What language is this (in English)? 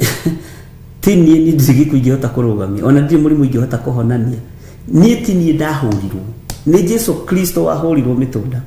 Kikuyu